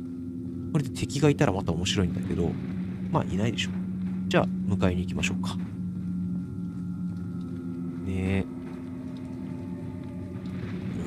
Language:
Japanese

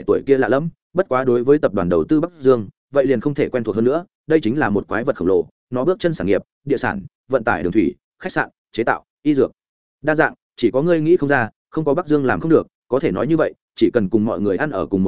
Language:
Vietnamese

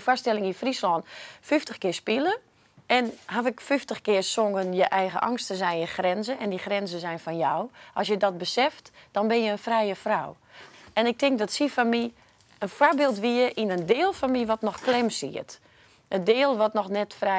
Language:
Western Frisian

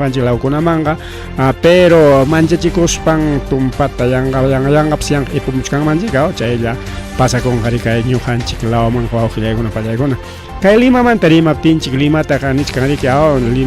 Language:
Ayacucho Quechua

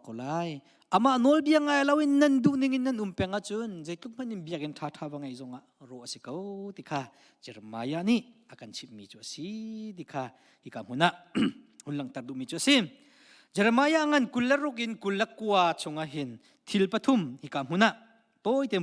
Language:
Hakha Chin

